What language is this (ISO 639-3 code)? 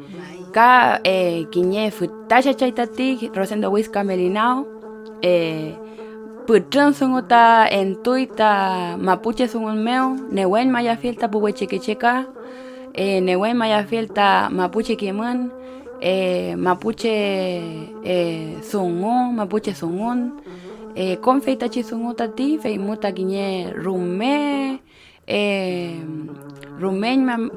arn